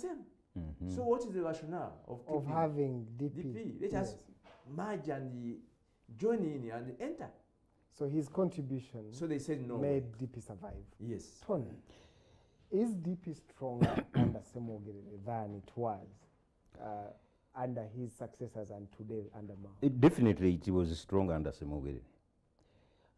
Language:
English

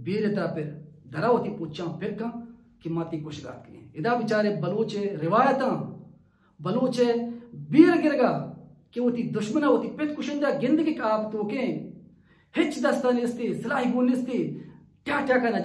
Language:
Baluchi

